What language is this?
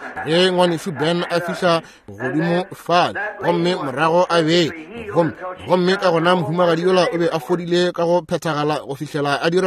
Northern Sotho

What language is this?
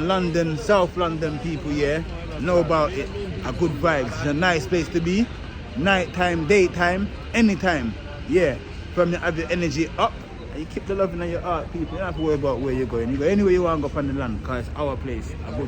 Jamaican Creole English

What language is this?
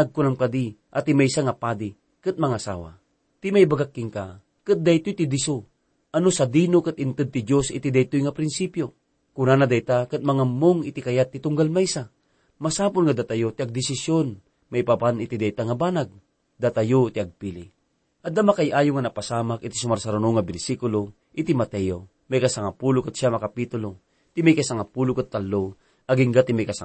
Iloko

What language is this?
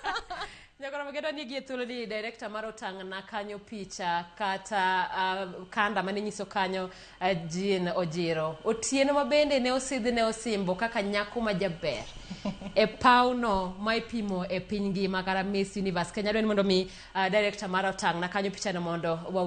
Luo (Kenya and Tanzania)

